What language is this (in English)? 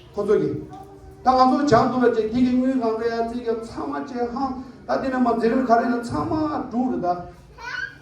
Tibetan